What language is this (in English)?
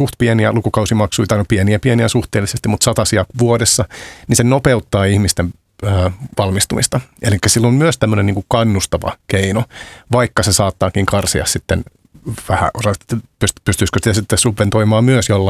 Finnish